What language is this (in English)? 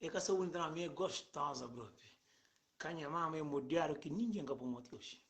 Kabuverdianu